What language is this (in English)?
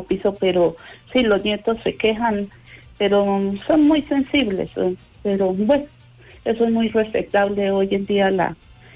Spanish